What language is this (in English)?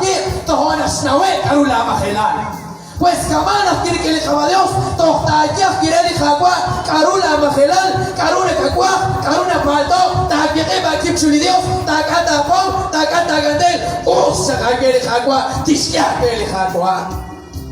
Kekchí